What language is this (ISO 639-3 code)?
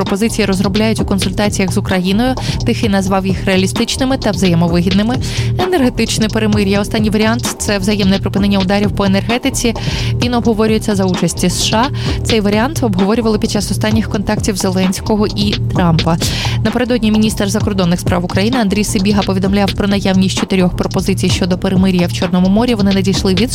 ukr